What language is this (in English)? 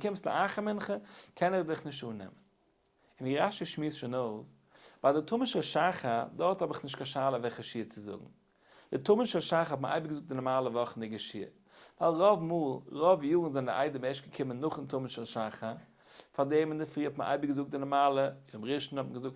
Yiddish